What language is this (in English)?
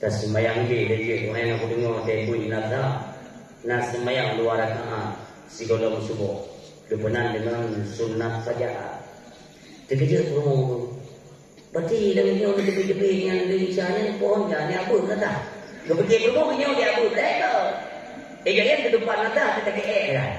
Achinese